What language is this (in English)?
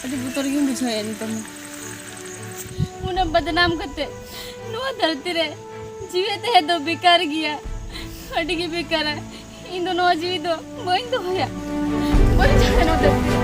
Santali